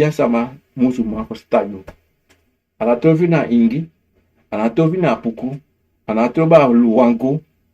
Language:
Sranan Tongo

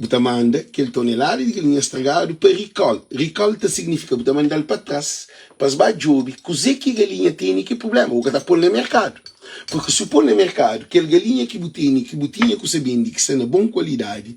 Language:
Kabuverdianu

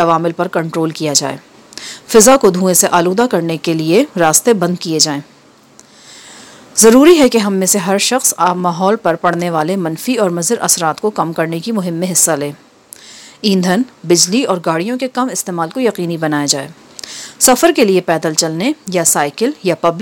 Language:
Urdu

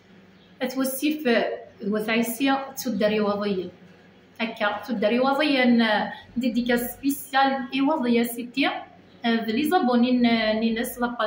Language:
Kabyle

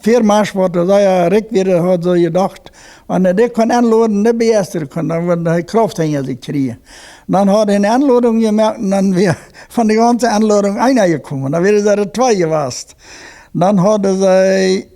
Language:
Plautdietsch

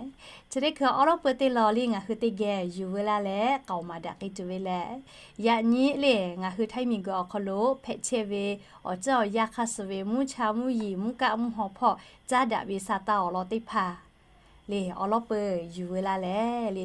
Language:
Lahu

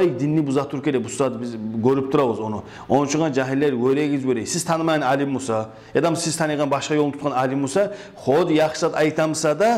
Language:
Kumyk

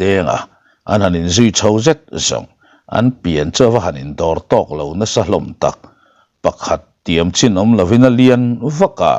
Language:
Mizo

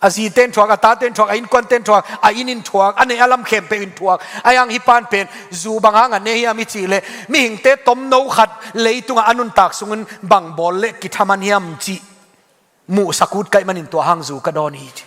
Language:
Tedim Chin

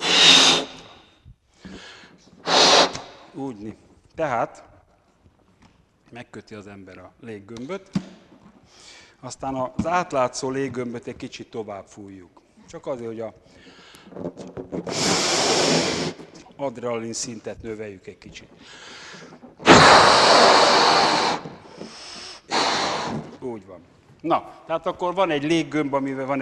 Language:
Hungarian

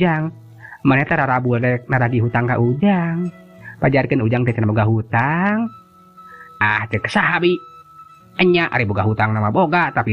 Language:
Sundanese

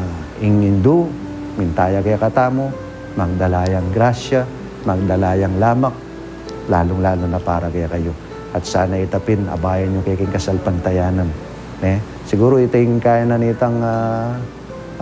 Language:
Pampanga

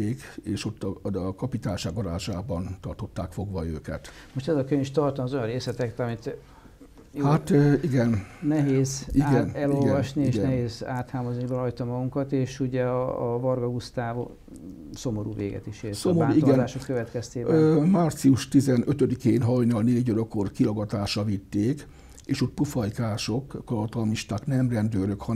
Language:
Hungarian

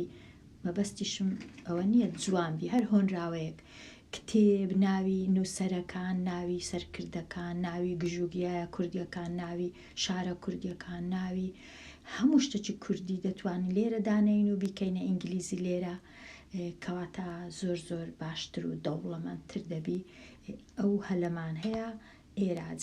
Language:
Central Kurdish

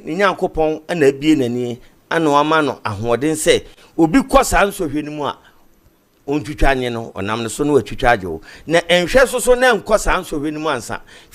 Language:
Akan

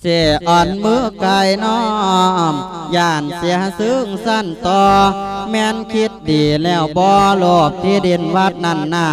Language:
Lao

